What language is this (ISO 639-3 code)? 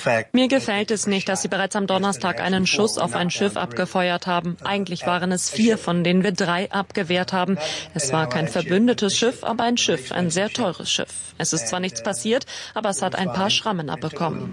deu